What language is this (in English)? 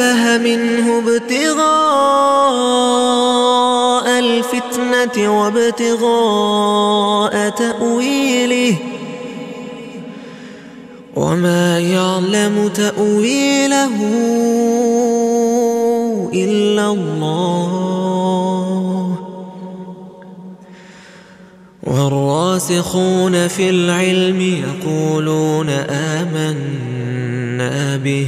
Arabic